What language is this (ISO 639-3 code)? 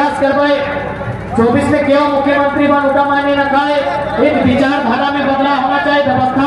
hin